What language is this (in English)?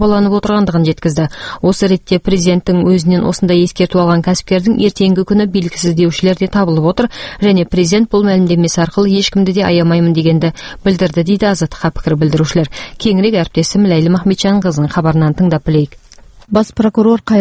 Kazakh